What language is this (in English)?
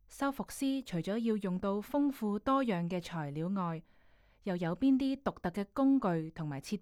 Cantonese